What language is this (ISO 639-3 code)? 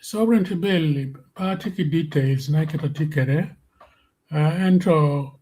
ach